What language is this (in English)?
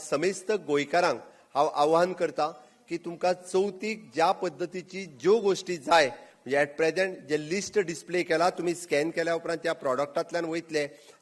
Konkani